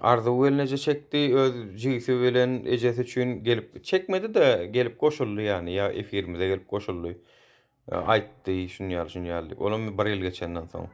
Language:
Turkmen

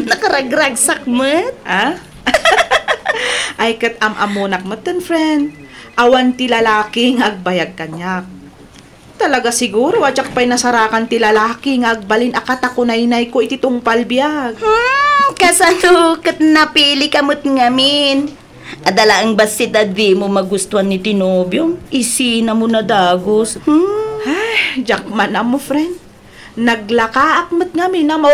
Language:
Iloko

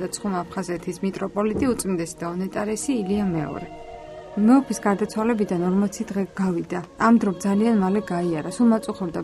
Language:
Georgian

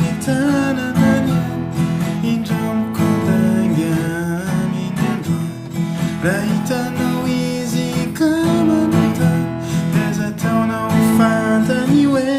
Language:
Malagasy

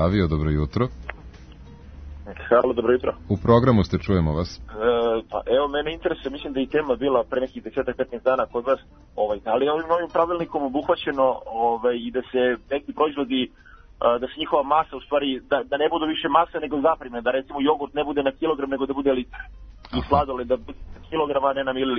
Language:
Serbian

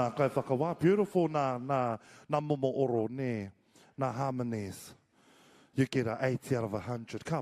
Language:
Māori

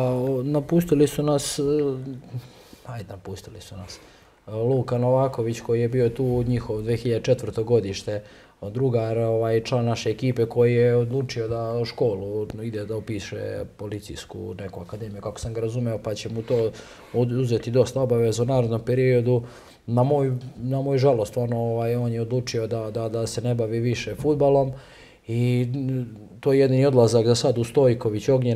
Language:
Serbian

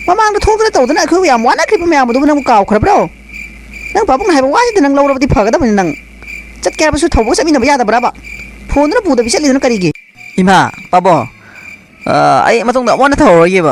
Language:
Manipuri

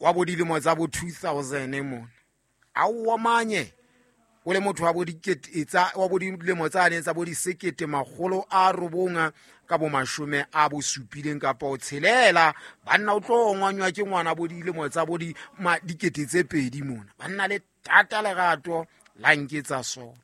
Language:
Southern Sotho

